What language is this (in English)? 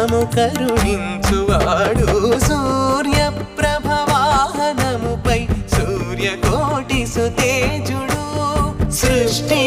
Telugu